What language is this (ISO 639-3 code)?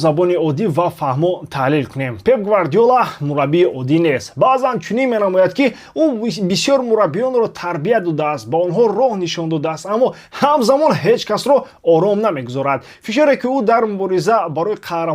tgk